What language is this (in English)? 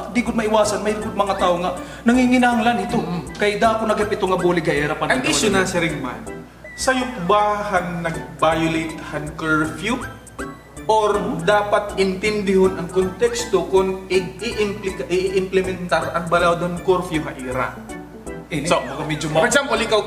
Waray